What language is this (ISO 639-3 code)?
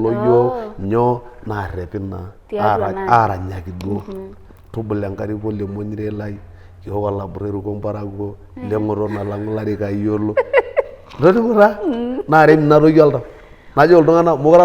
mas